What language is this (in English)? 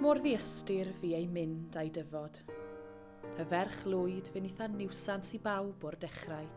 Welsh